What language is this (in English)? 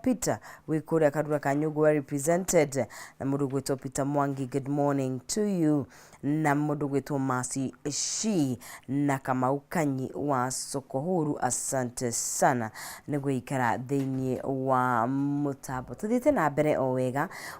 Kikuyu